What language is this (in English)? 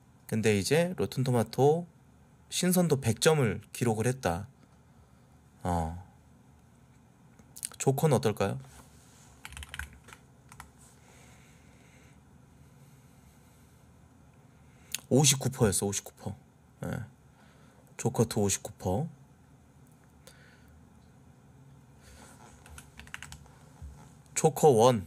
Korean